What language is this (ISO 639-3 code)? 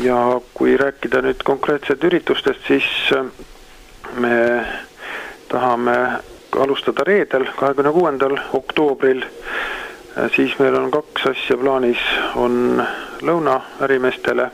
est